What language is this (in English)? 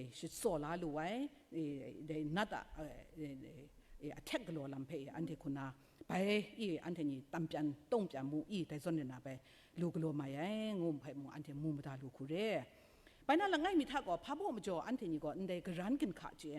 Kachin